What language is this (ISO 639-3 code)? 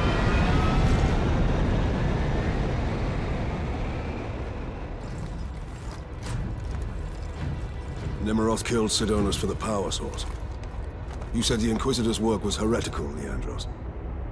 eng